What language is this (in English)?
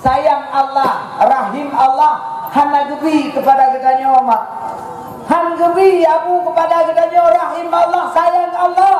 Achinese